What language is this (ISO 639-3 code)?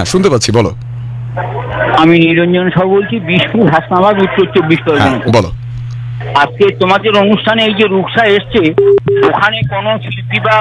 ben